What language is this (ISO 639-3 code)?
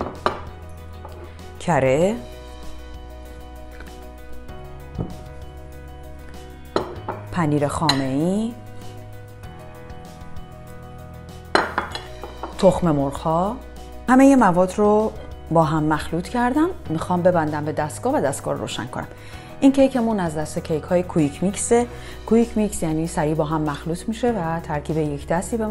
fas